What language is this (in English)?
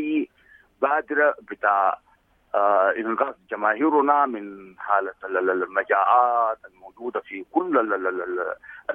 Sudanese Arabic